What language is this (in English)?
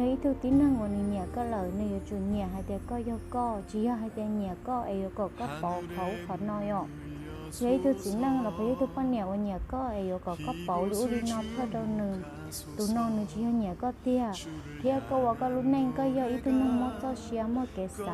Hmong